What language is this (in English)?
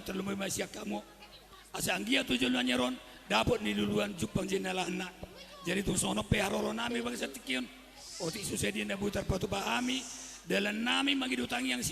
Batak Toba